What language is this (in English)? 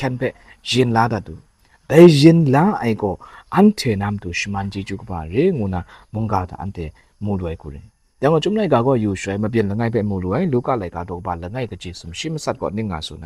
Kachin